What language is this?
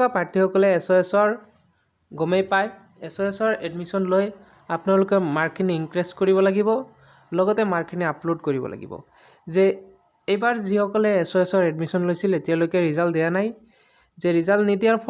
Assamese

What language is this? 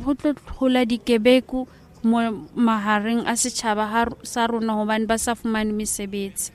Southern Sotho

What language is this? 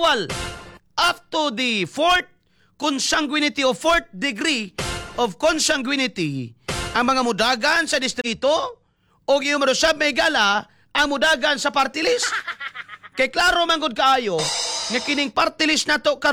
Cebuano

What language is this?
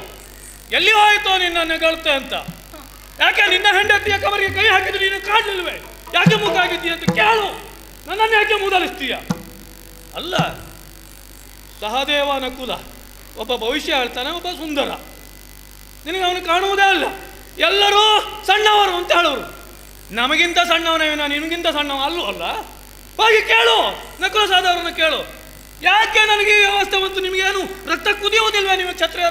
Kannada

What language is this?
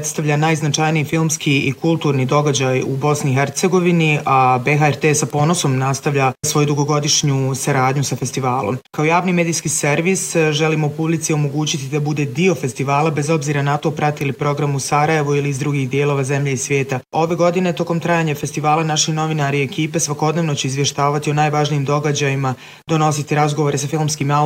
Bosnian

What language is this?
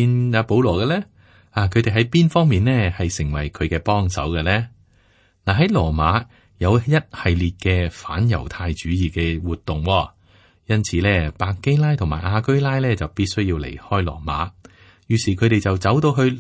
Cantonese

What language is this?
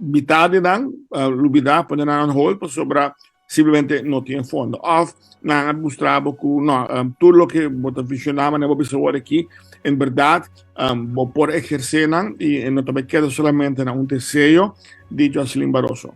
Papiamento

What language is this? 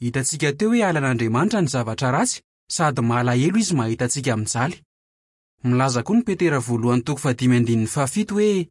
Malagasy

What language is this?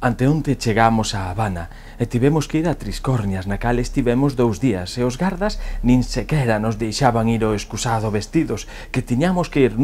Galician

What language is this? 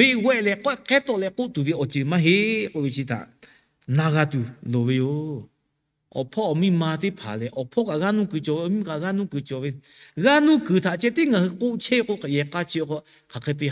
Lahu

